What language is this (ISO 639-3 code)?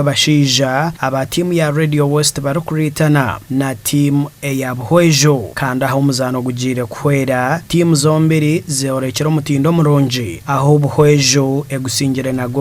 nyn